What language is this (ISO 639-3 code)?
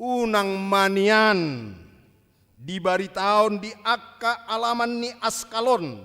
bbc